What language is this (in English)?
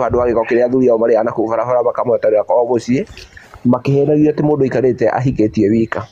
Kikuyu